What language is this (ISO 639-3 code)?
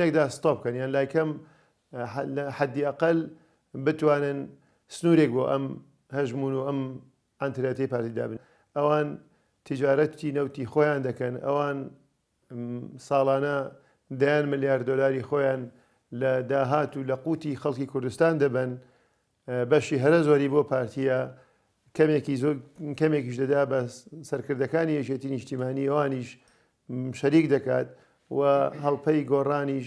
ckb